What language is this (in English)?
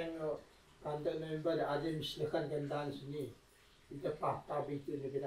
Taroko